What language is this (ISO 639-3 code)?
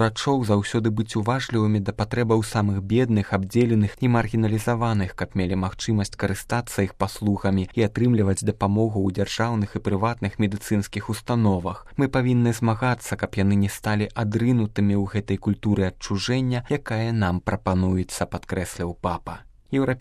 bel